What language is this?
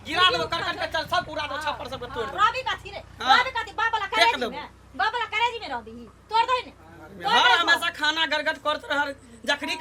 Maithili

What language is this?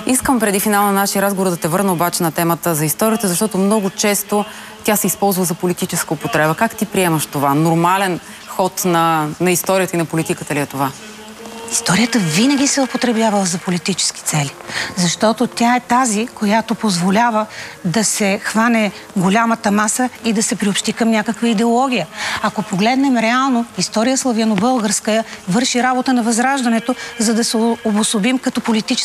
Bulgarian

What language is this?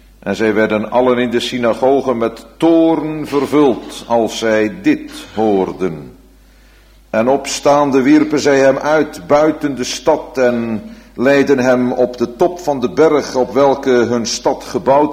Dutch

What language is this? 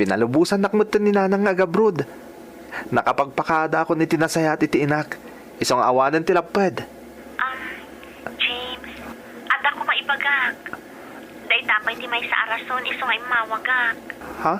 Iloko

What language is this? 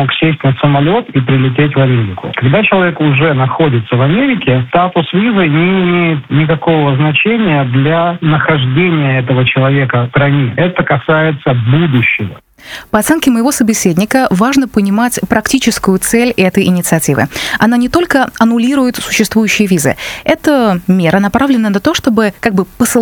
Russian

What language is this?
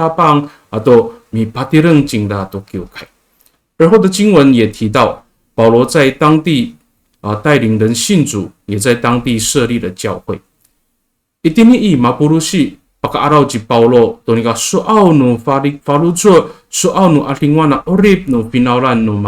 Amis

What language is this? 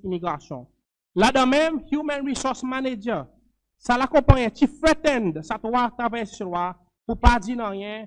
Seselwa Creole French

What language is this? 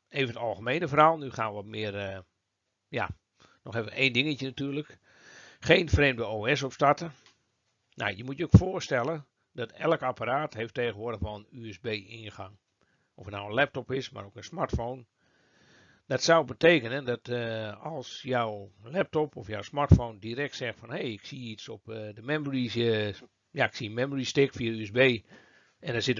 Dutch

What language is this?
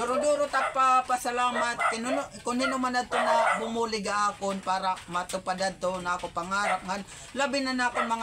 Waray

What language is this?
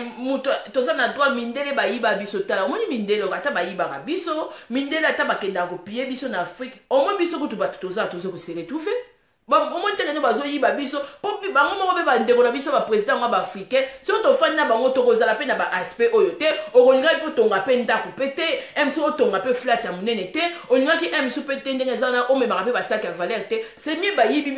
Lingala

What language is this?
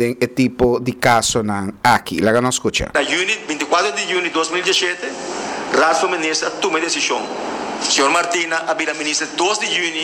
Papiamento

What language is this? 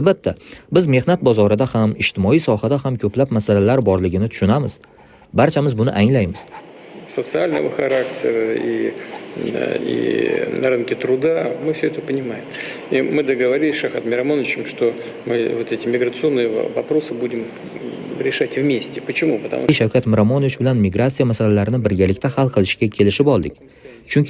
Uzbek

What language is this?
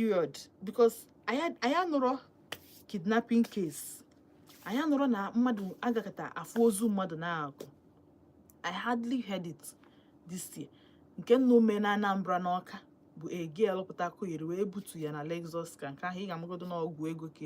Igbo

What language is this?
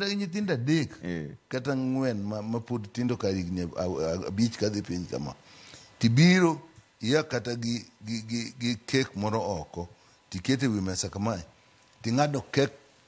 Luo (Kenya and Tanzania)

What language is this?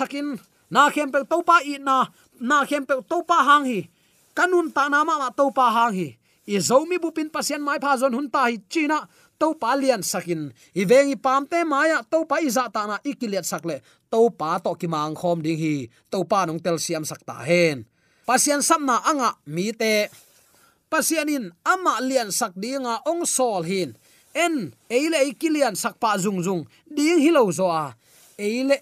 Tedim Chin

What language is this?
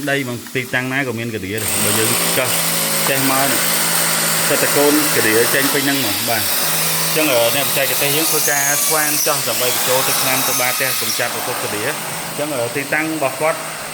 Khmer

